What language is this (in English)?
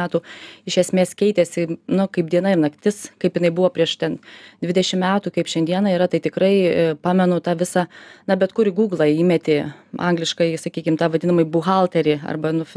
Lithuanian